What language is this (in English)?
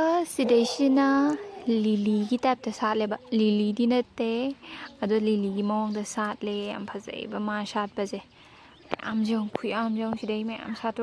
Manipuri